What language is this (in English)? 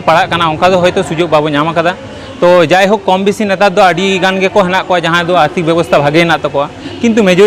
Santali